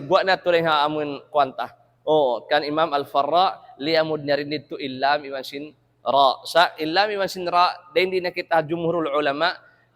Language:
Tausug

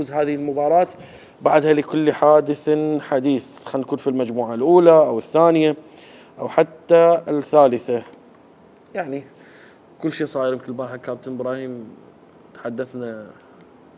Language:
Mesopotamian Arabic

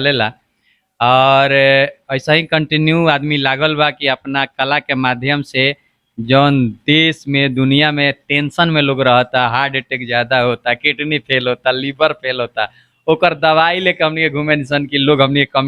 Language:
Bhojpuri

